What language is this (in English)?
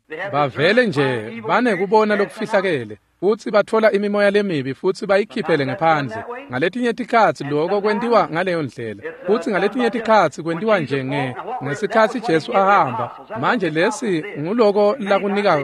Swati